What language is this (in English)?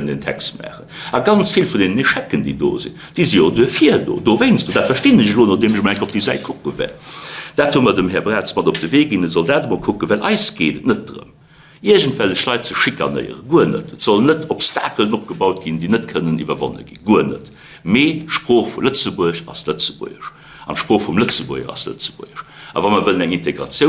Luxembourgish